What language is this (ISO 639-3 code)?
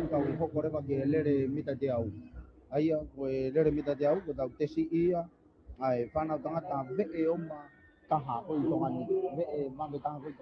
ton